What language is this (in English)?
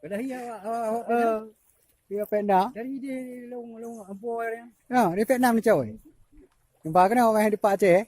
Achinese